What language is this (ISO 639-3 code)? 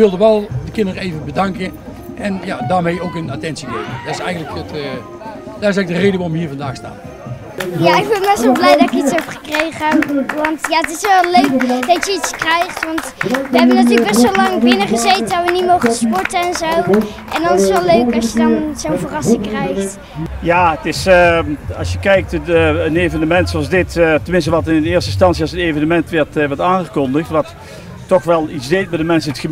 nld